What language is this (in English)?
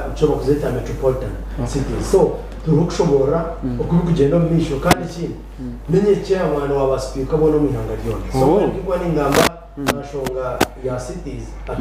Nyankole